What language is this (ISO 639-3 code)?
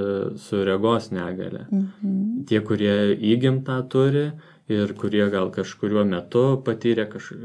lit